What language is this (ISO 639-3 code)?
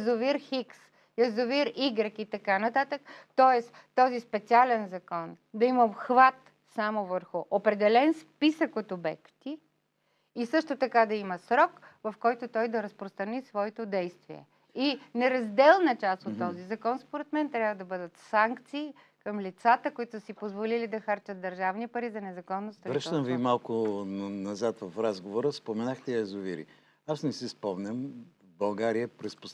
bul